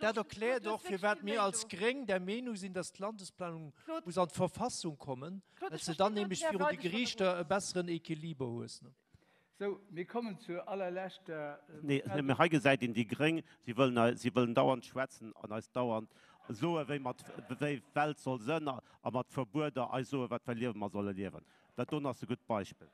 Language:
Luxembourgish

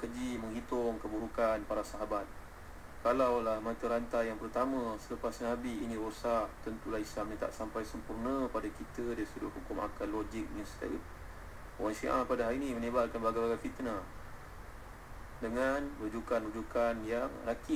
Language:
Malay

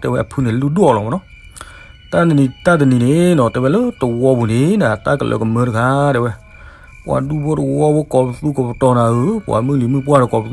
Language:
S'gaw Karen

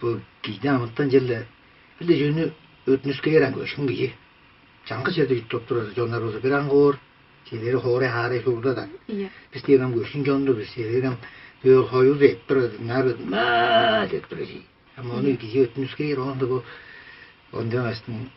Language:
Tuvinian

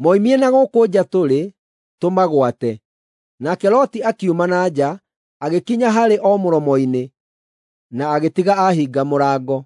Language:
Kikuyu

